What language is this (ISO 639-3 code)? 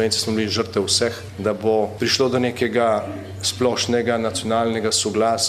slv